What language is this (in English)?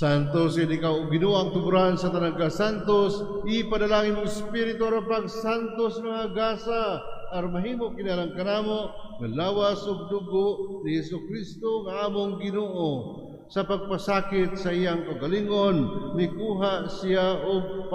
Cebuano